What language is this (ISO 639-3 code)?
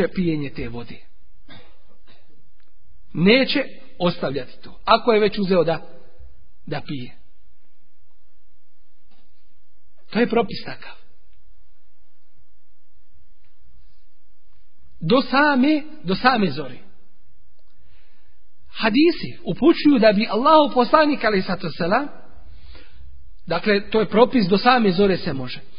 bos